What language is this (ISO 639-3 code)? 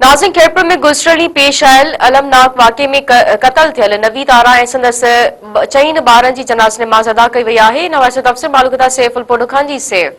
snd